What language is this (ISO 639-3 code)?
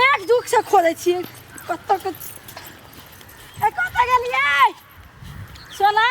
mai